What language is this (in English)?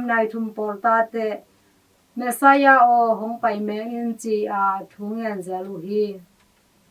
Tedim Chin